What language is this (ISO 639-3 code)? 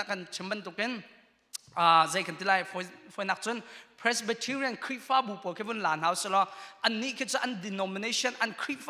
cnh